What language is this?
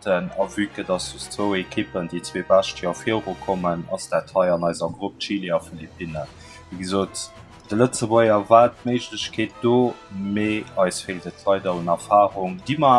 Luxembourgish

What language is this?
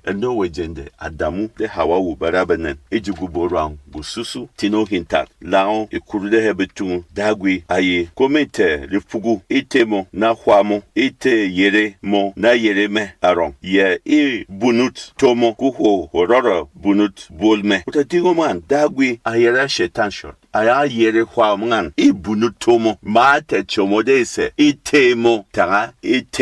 Berom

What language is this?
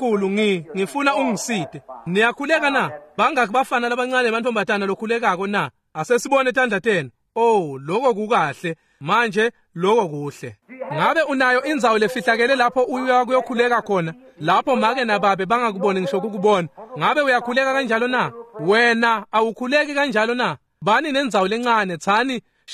Swati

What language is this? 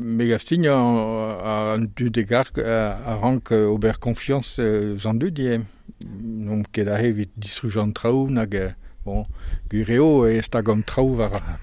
Breton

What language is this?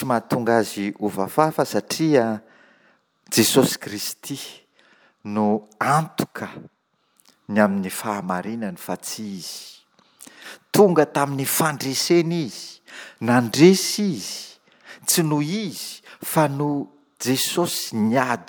Malagasy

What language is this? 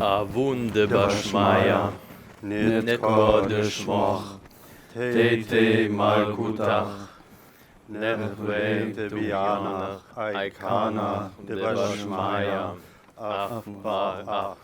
Upper Sorbian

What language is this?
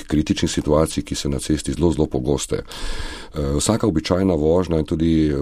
Slovenian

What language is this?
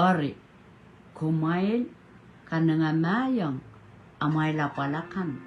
Pohnpeian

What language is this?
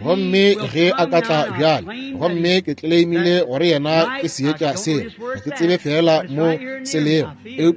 Northern Sotho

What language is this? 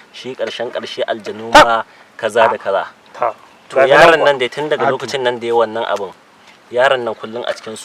Hausa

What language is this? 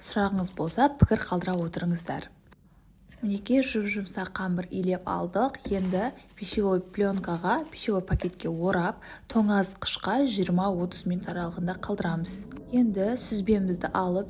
Kazakh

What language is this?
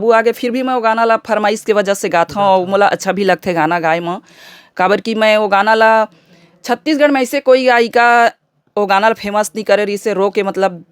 Chhattisgarhi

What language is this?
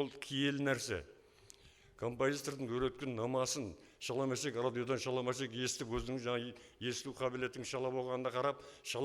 Kara-Kalpak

